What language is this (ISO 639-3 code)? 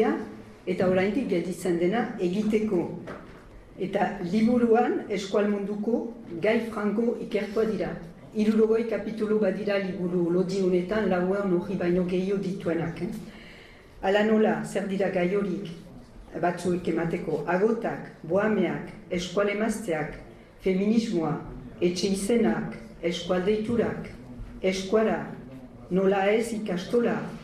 eus